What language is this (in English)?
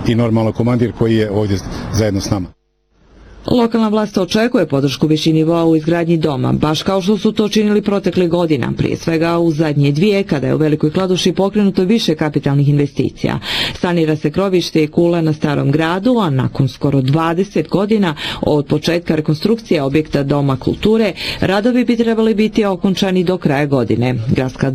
Bosnian